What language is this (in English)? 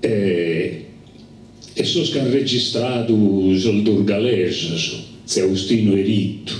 Sardinian